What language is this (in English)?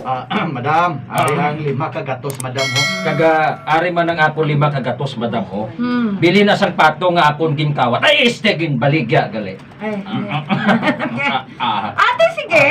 Hiligaynon